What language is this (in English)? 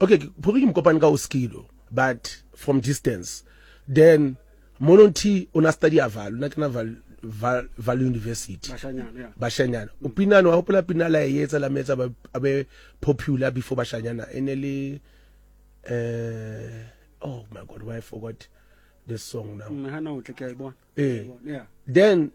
Southern Sotho